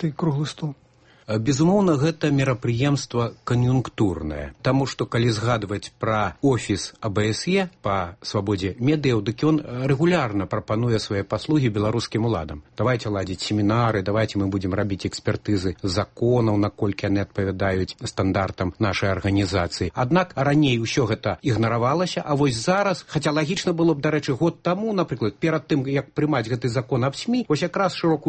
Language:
Belarusian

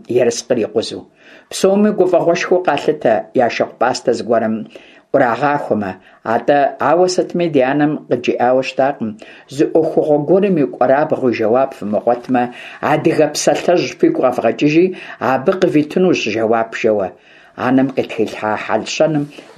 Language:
Kabardian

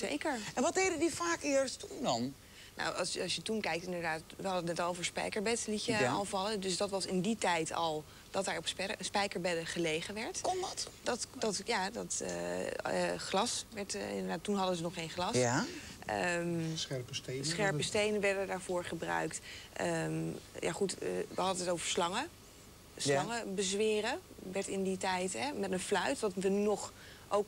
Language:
Dutch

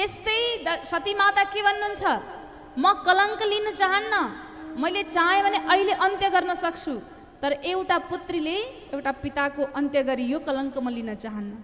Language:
Nepali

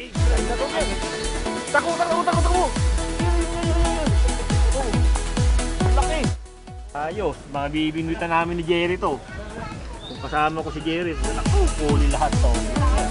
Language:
Filipino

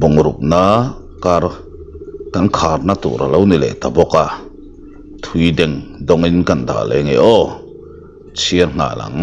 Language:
Mizo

